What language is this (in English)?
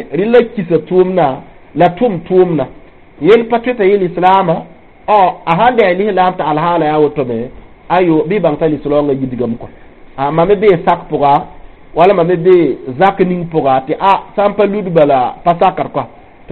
Mossi